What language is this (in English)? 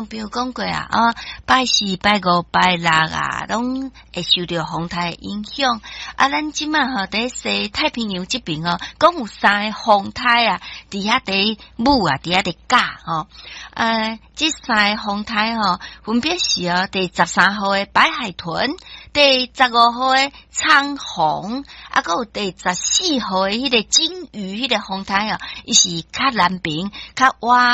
Min Nan Chinese